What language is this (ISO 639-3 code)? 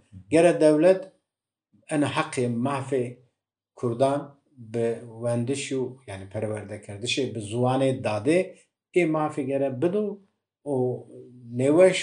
kur